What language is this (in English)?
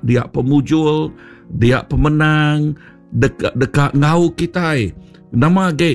Iban